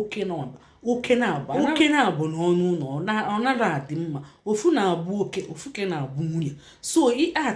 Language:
Igbo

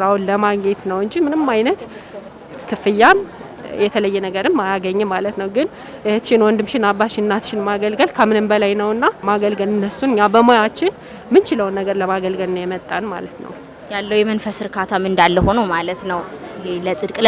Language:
Amharic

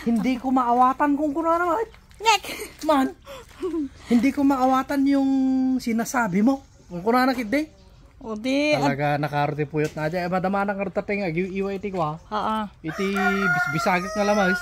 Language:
Iloko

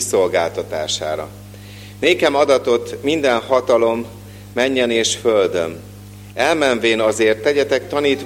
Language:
Hungarian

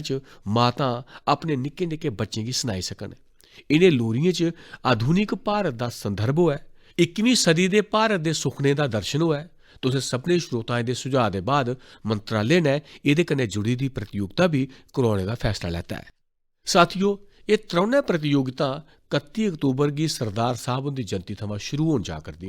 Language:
Dogri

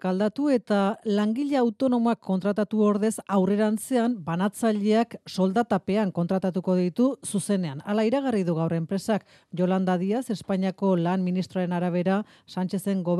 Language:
Basque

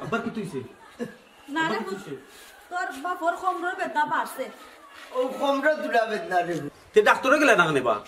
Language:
Sylheti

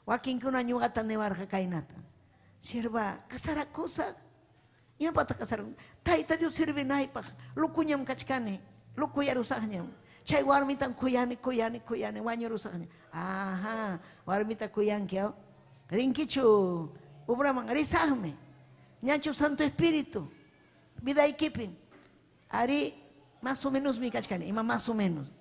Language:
Ayacucho Quechua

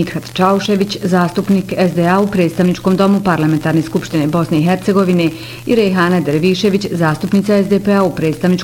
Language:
Bosnian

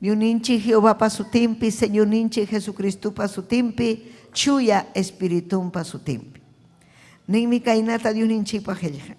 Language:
Ayacucho Quechua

